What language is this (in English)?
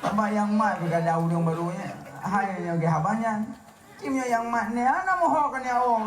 Achinese